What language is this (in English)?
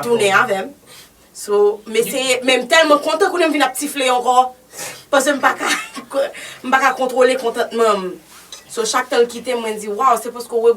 Haitian Creole